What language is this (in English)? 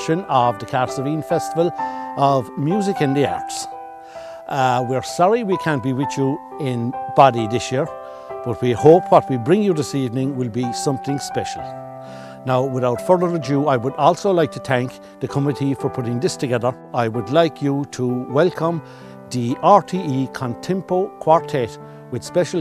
English